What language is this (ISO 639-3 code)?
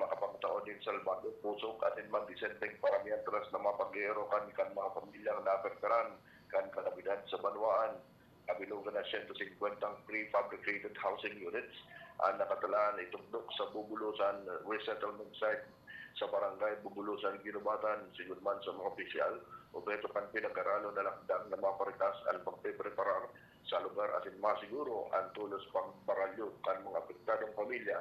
bik